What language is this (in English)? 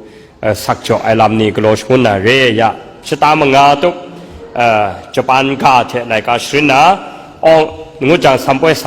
Kachin